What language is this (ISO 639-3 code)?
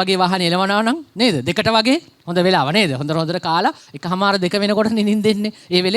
sin